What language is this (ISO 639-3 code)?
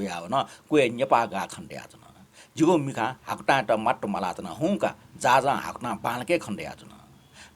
new